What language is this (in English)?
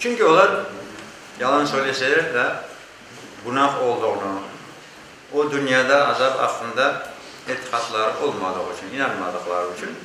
Crimean Tatar